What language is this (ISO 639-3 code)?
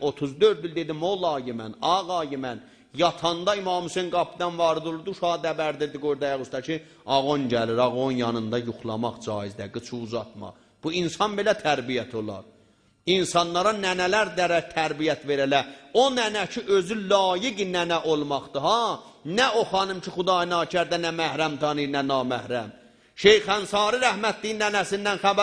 azb